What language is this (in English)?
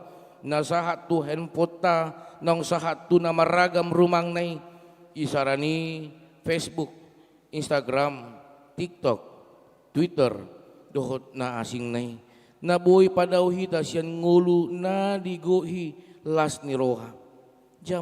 Batak Toba